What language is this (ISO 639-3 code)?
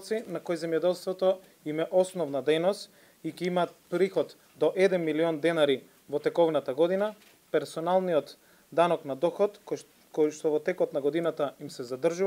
mkd